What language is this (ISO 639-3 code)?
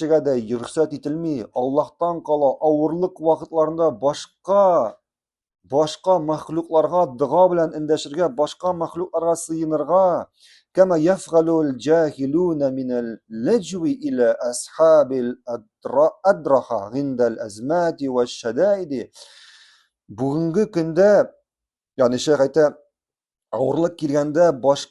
tat